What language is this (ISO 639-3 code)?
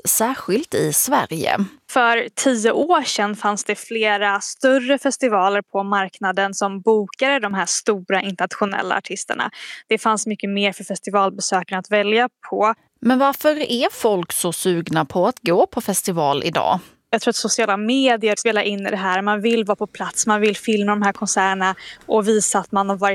swe